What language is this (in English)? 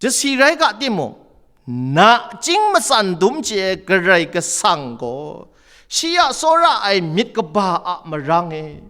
Kachin